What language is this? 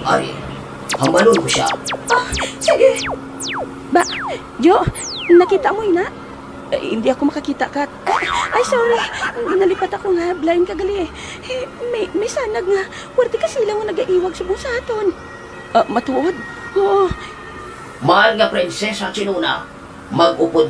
Hiligaynon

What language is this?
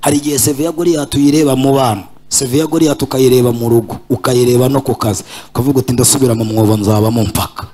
Kinyarwanda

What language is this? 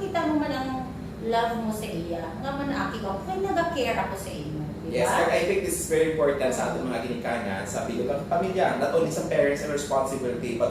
Hiligaynon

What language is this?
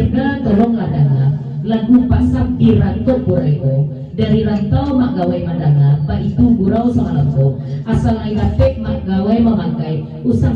Minangkabau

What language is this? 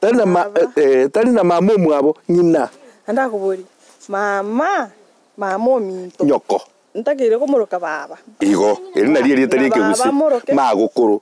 Gusii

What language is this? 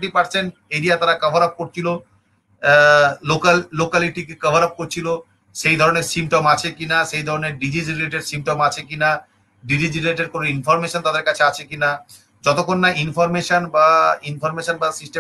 Bangla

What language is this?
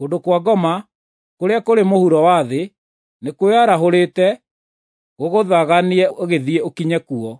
Kikuyu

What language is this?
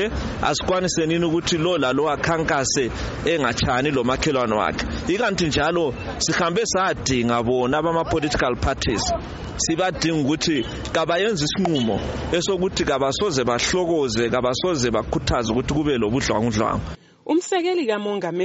North Ndebele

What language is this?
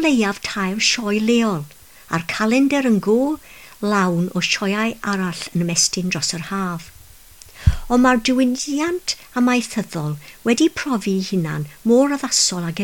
Welsh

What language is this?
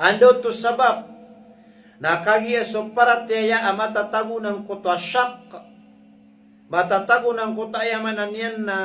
Maranao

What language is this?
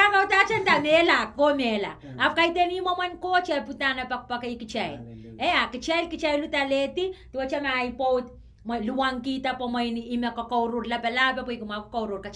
Pohnpeian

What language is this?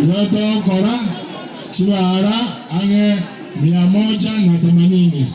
Gusii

